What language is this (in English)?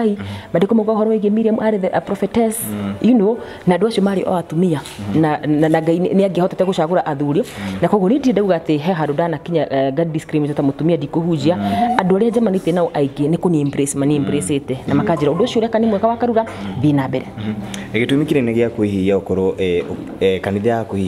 Kikuyu